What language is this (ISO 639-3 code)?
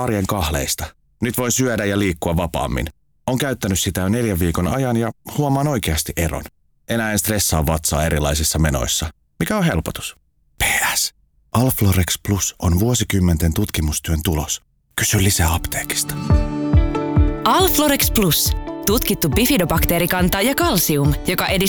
fin